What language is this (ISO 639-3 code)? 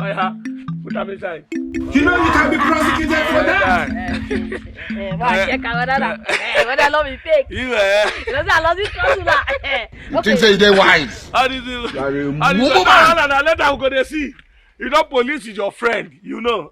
pcm